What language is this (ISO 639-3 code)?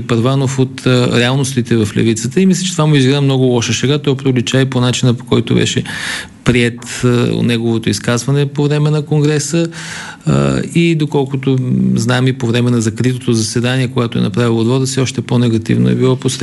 bul